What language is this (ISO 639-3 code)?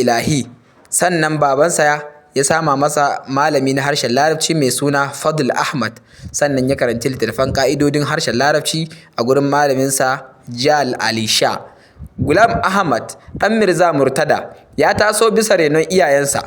hau